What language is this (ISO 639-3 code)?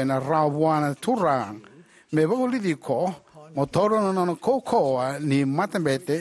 fij